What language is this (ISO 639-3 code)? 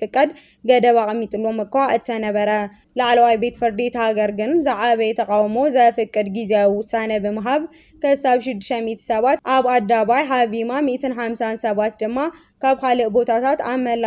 tir